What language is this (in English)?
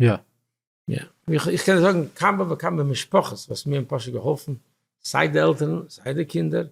Yiddish